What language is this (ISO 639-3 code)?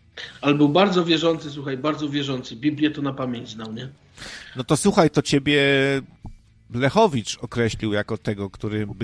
pol